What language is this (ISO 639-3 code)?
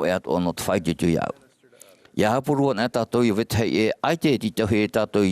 tah